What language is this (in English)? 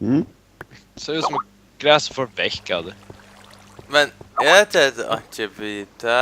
Faroese